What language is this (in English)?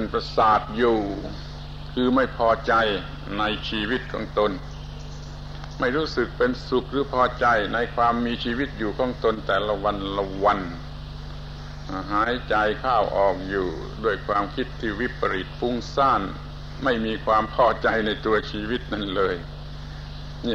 Thai